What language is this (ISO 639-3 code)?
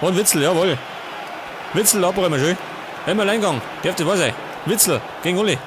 bar